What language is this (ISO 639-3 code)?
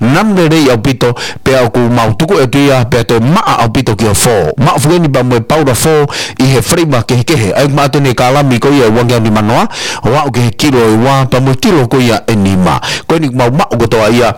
ton